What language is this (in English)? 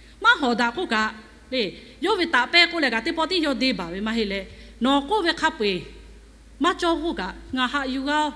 Lahu